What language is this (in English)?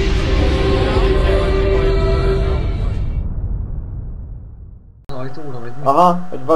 Hungarian